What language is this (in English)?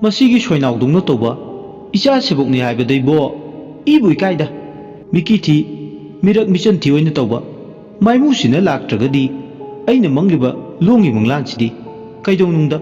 Manipuri